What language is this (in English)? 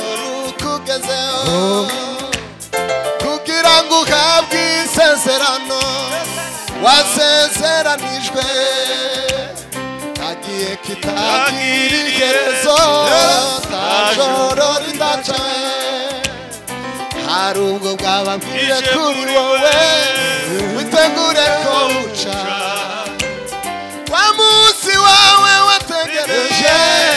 Kinyarwanda